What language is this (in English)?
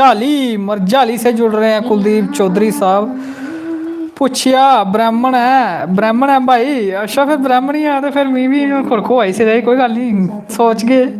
Dogri